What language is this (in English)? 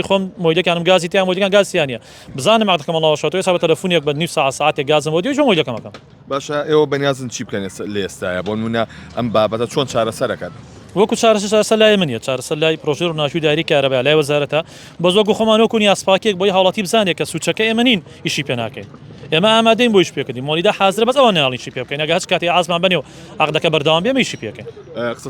Central Kurdish